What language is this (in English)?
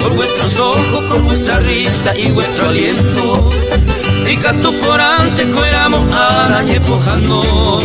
Guarani